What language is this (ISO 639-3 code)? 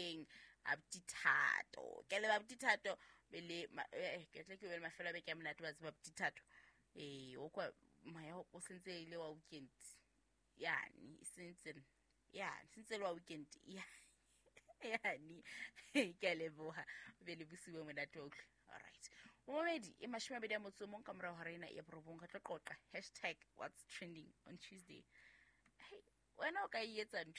sot